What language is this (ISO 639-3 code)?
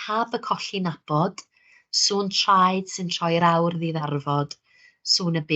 cym